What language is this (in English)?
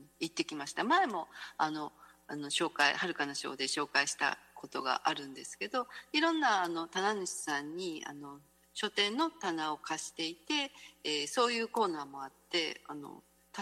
Japanese